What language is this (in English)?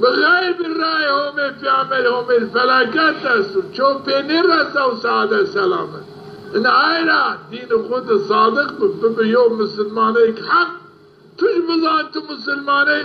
Zaza